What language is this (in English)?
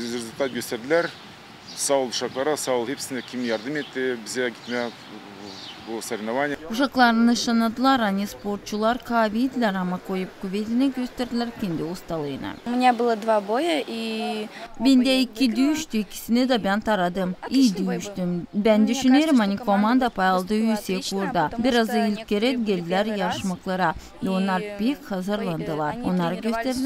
Gagauz